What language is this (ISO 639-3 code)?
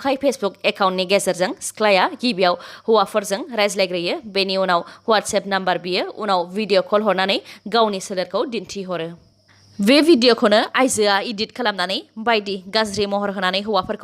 brx